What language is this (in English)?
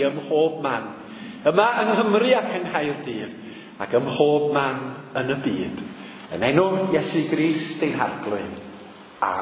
Welsh